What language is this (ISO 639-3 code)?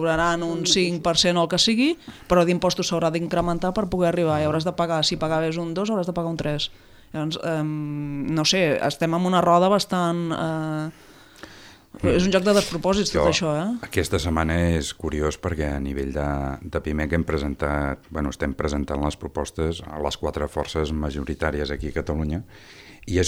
cat